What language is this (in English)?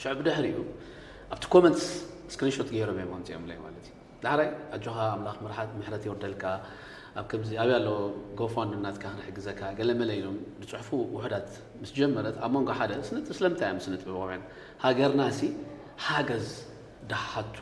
Tigrinya